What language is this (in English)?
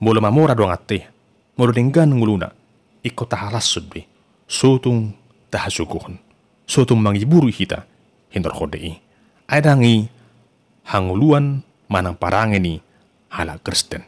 Batak Toba